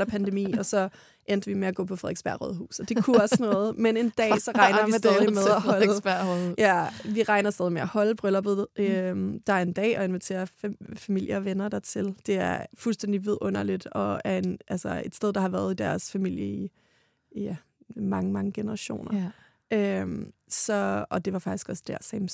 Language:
Danish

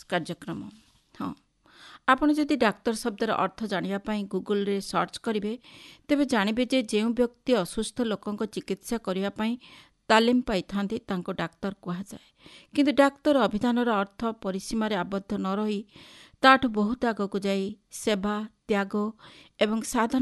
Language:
Odia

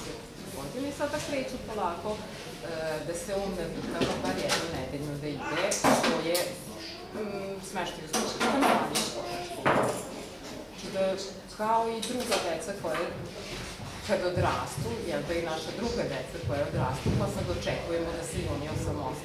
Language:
Serbian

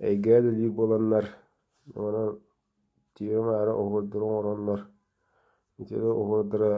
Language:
Yakut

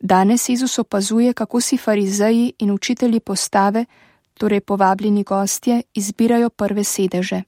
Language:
Slovenian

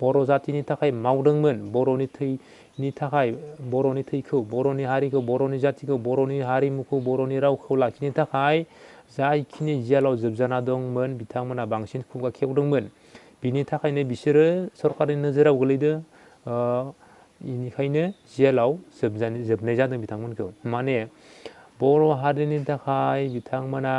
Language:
Bodo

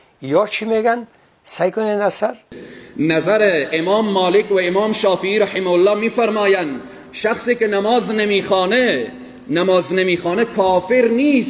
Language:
Persian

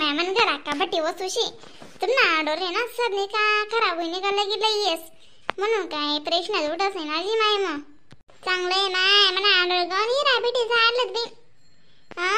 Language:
Khandesi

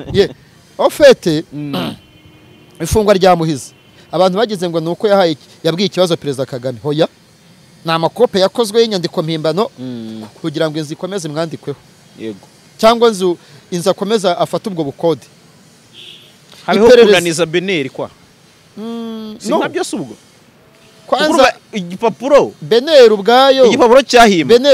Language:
Kinyarwanda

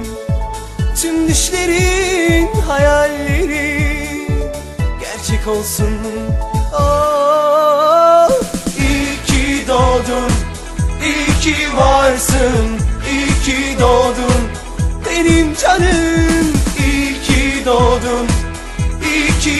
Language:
Turkish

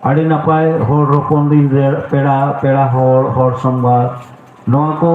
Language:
Santali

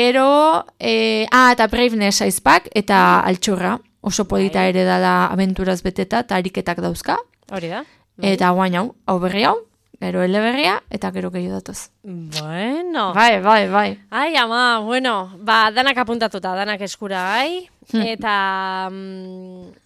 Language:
Basque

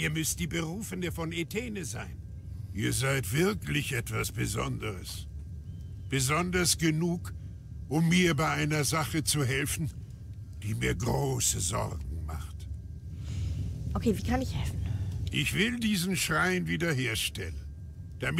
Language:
German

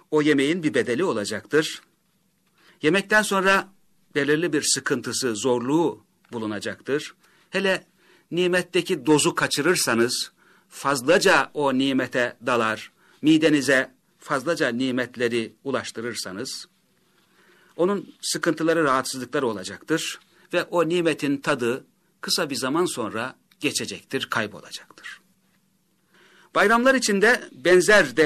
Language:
Turkish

